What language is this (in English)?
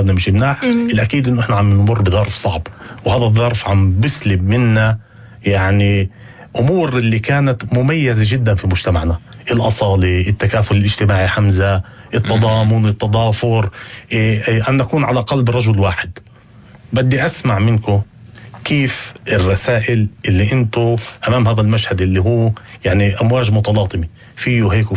North Levantine Arabic